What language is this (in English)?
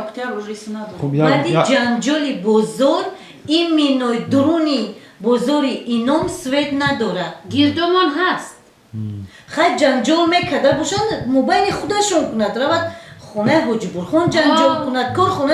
Tajik